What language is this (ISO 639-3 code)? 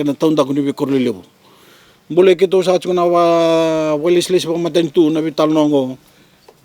fij